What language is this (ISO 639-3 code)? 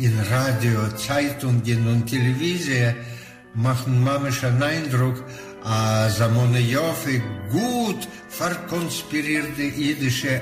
yid